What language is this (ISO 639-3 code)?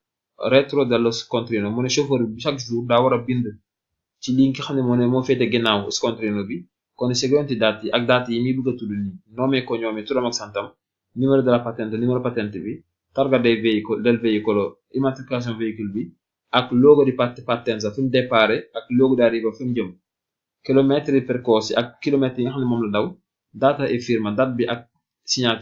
wol